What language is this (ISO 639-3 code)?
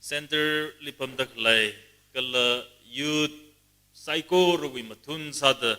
nmf